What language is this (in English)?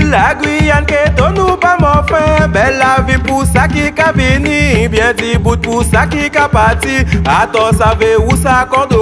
Guianese Creole French